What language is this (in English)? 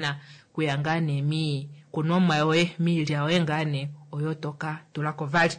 Kuanyama